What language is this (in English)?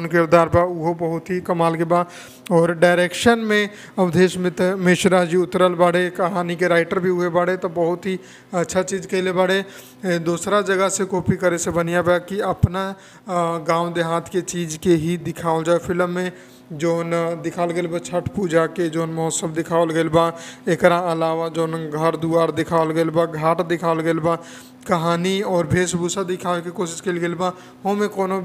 Bhojpuri